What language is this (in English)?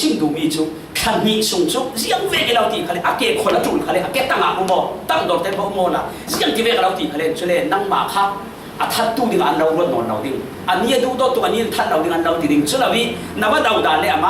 Falam Chin